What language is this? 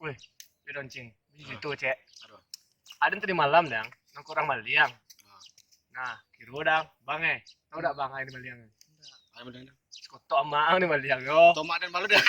Minangkabau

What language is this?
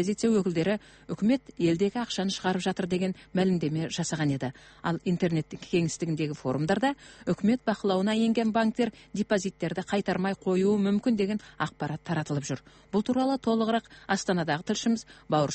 Kazakh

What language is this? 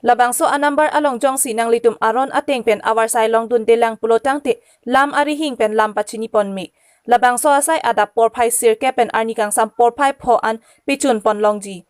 Karbi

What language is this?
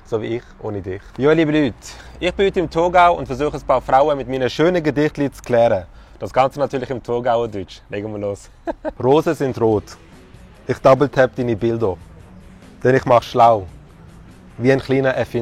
Swiss German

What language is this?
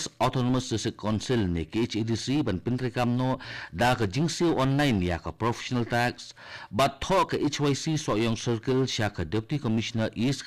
Khasi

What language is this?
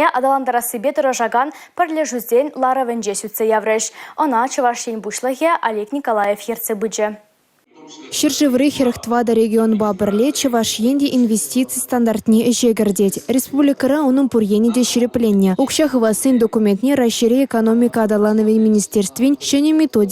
Chuvash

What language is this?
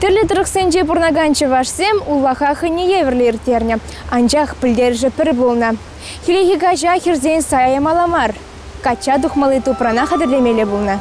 Chuvash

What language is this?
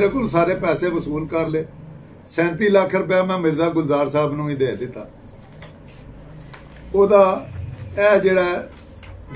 Punjabi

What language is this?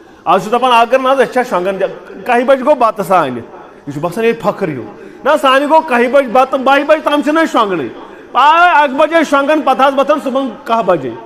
Kashmiri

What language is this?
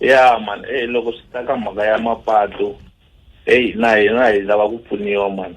Tsonga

